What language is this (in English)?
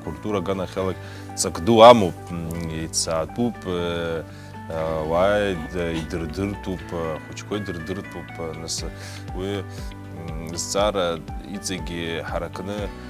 Abkhazian